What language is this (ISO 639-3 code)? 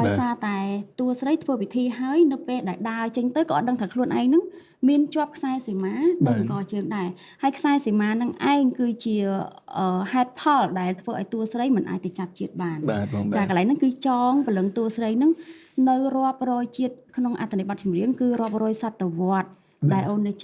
khm